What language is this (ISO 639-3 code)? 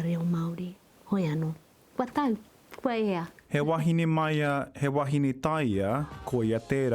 mri